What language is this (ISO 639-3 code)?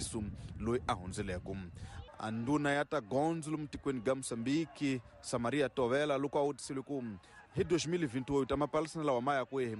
tso